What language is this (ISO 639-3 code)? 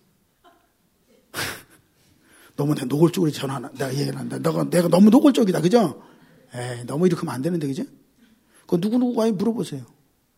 kor